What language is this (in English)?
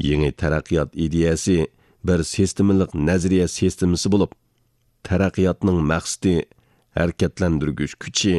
Uyghur